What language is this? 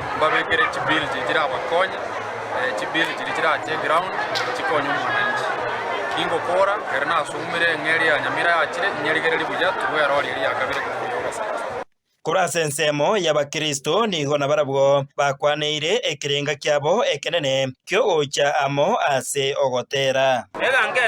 Gusii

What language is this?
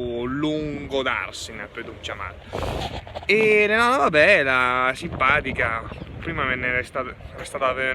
Lombard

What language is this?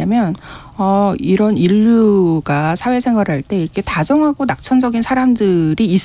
Korean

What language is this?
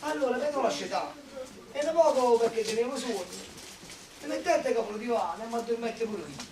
Neapolitan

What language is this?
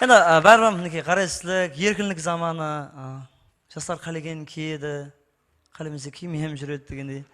Kara-Kalpak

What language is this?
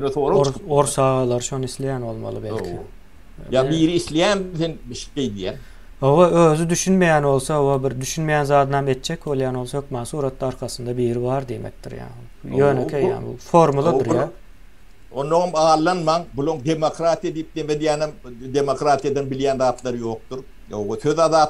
Turkmen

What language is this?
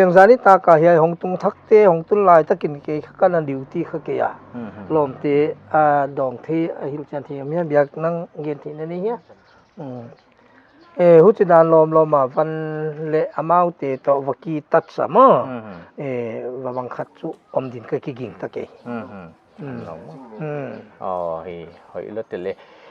Paite Chin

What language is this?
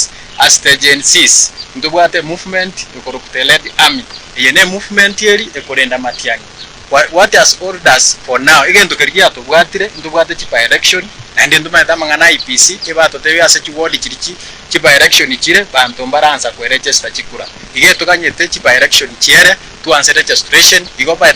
Gusii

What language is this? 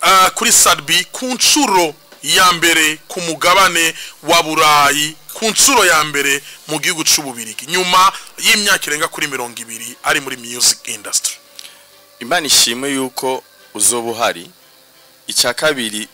Rundi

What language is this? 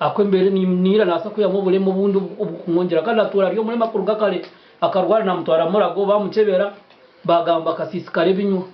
Nyankole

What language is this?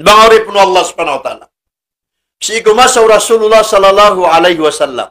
Maranao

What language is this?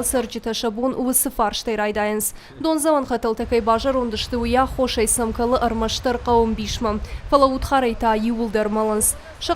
Ossetic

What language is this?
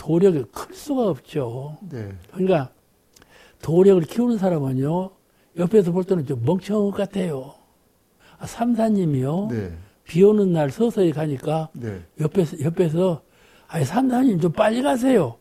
Korean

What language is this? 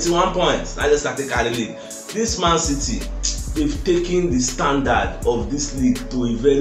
Nigerian Pidgin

